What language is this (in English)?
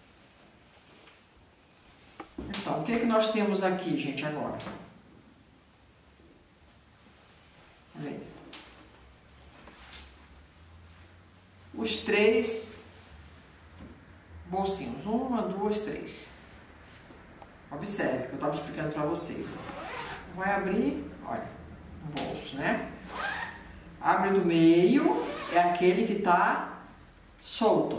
Portuguese